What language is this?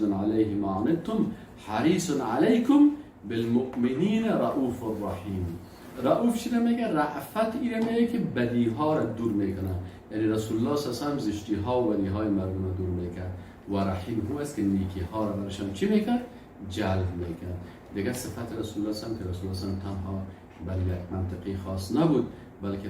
Persian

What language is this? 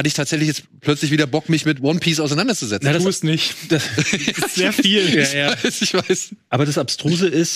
German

